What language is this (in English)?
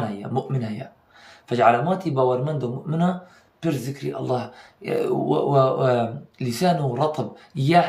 Kurdish